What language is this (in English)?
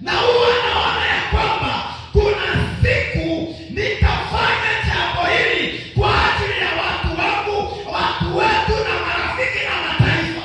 Swahili